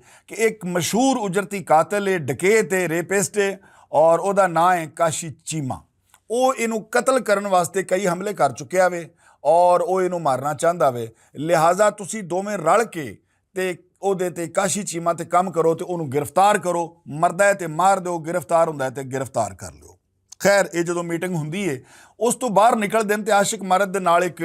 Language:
Western Panjabi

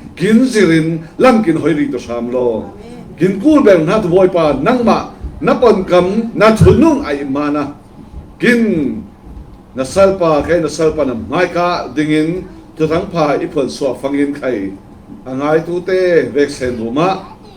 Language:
Falam Chin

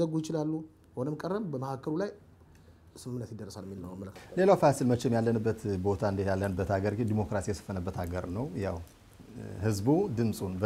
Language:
Amharic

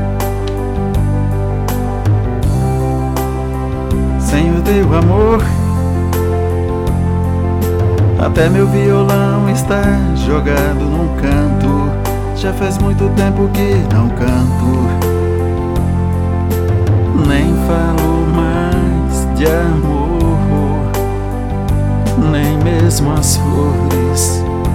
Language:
Portuguese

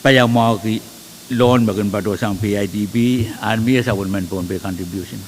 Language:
Pohnpeian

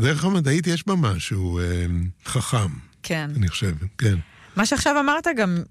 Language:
Hebrew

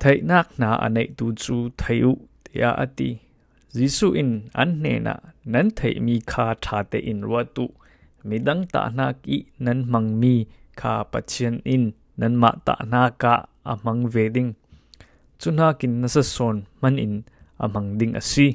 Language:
Falam Chin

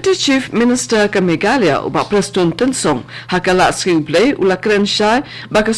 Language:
Khasi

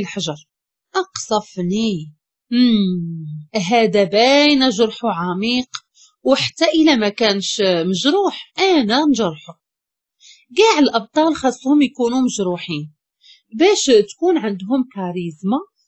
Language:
Moroccan Arabic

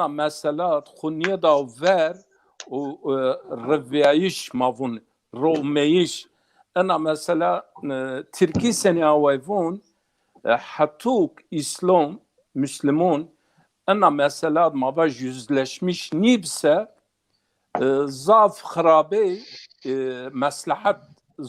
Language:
Zaza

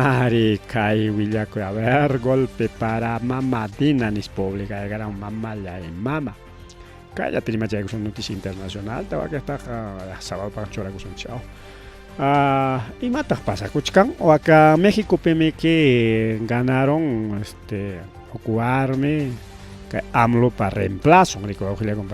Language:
Ayacucho Quechua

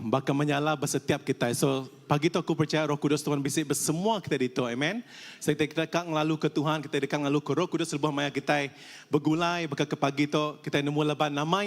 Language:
Iban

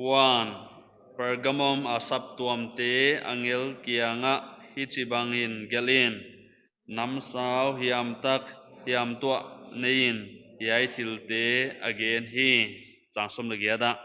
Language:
Paite Chin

